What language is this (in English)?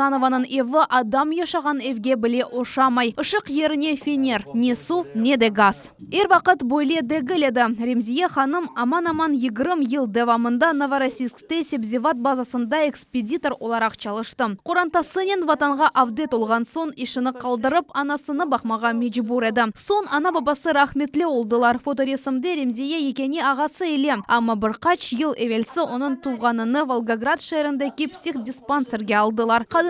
Crimean Tatar